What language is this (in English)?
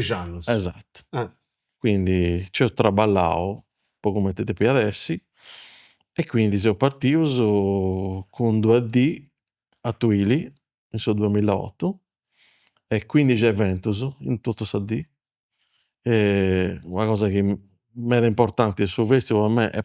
Sardinian